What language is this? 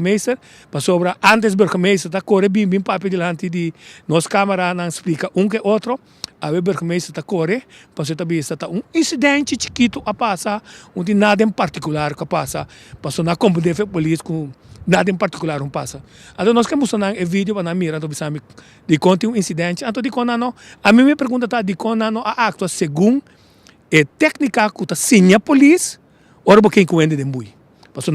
Papiamento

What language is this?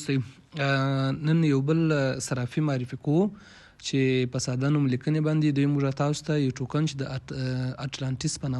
Pashto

